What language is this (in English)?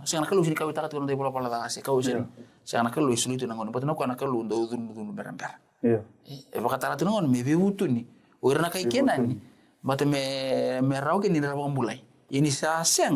Fijian